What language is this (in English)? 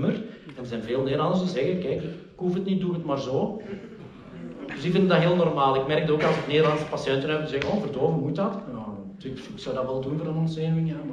Dutch